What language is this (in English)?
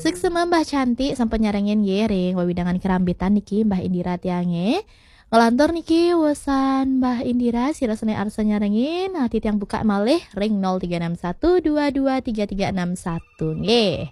Balinese